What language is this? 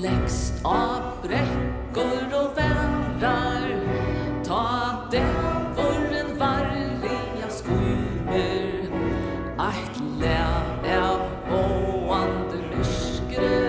Faroese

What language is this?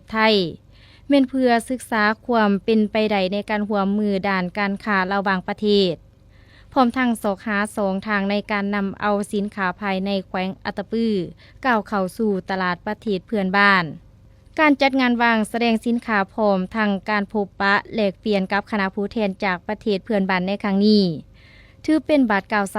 Lao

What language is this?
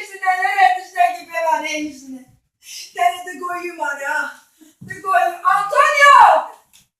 Kurdish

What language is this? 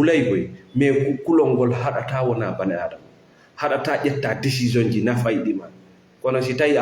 Fula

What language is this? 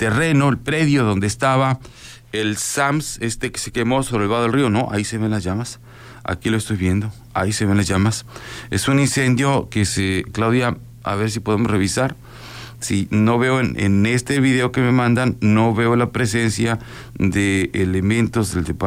Spanish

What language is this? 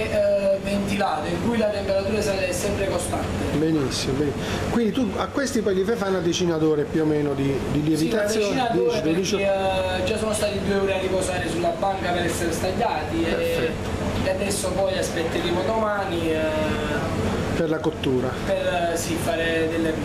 Italian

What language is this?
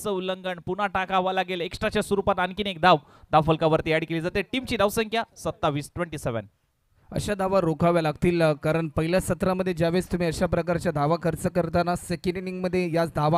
Marathi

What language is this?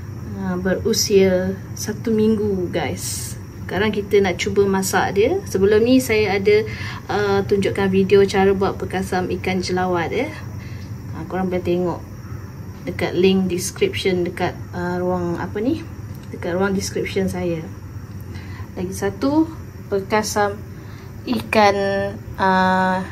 Malay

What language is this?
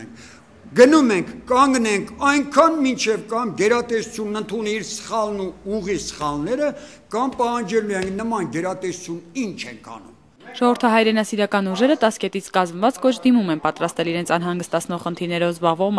Armenian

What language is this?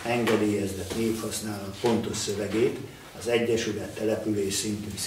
Hungarian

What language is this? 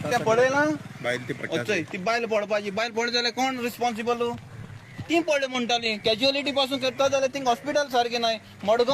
Konkani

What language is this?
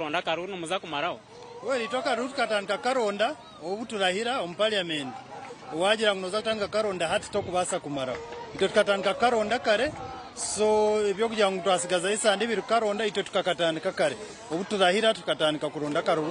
Nyankole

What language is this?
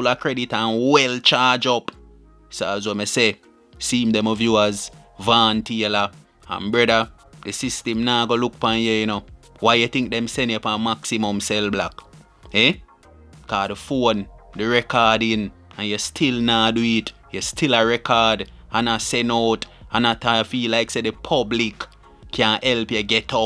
Jamaican Creole English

